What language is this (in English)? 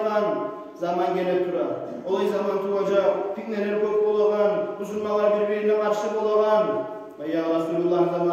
Kumyk